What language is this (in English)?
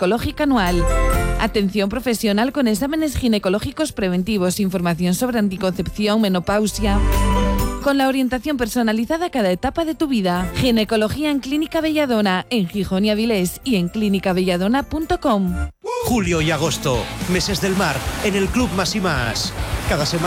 Spanish